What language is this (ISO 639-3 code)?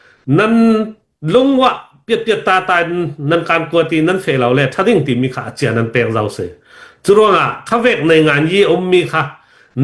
cnh